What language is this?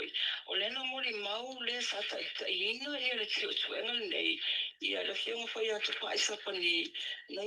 Samoan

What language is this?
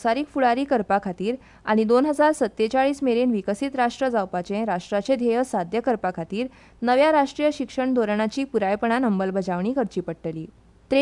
Konkani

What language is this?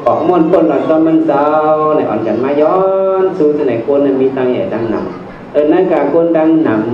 Shan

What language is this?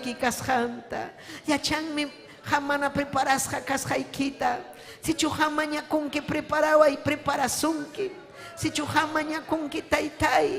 Ayacucho Quechua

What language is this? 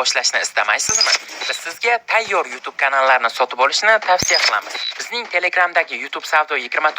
Uzbek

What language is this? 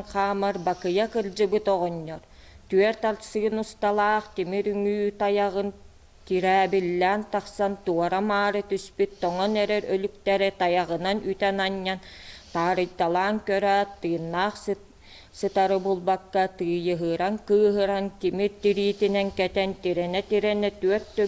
Yakut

